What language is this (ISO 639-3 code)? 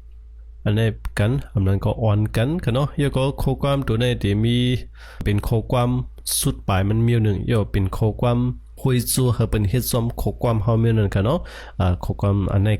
shn